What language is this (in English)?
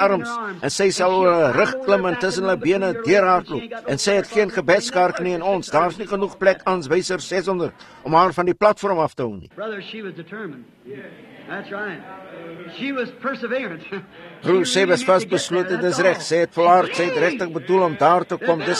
Afrikaans